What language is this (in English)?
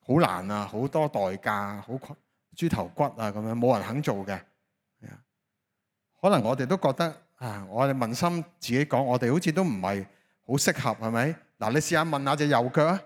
Cantonese